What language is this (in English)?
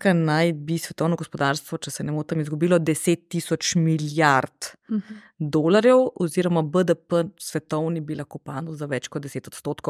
Slovenian